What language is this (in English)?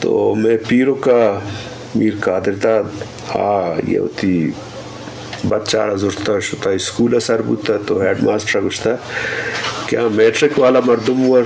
Eastern Balochi